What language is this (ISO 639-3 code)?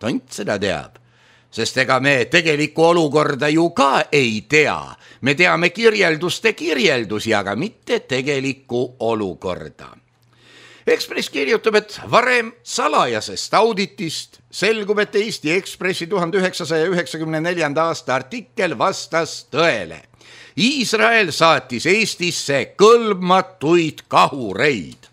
est